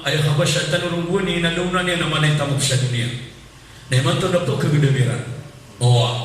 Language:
Maranao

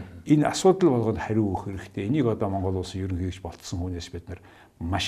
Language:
Mongolian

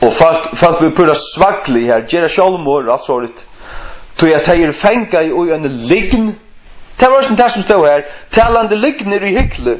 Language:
Faroese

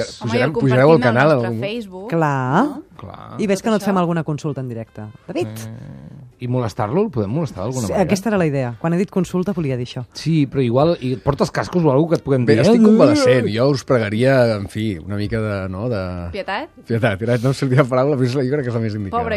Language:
Catalan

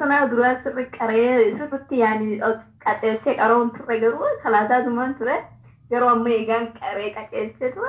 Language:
Oromo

